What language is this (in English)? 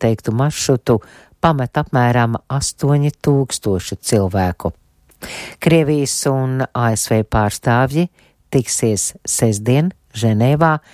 Latvian